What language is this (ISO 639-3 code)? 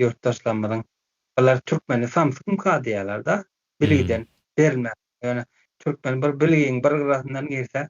tuk